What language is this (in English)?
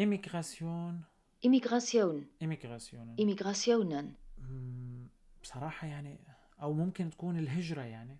North Levantine Arabic